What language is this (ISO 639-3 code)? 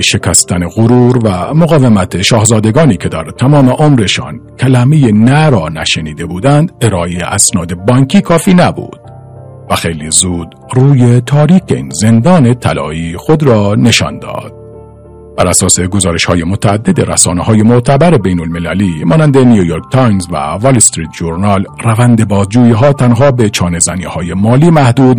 fas